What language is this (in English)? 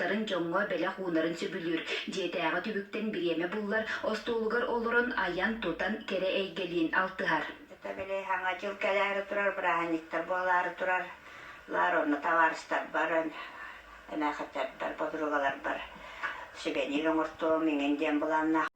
Yakut